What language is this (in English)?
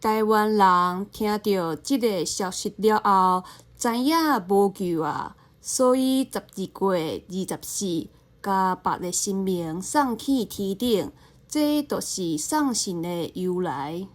Min Nan Chinese